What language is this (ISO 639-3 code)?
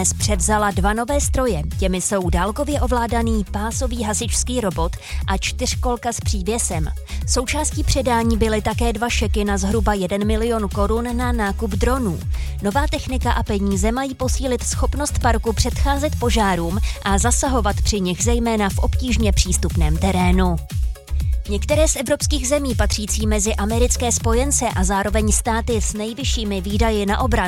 ces